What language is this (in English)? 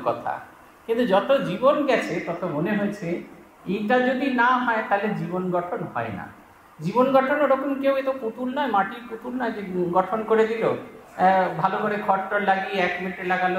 Bangla